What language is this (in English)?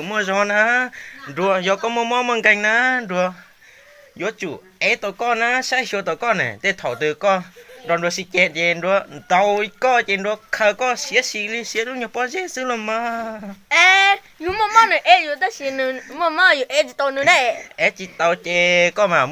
Hmong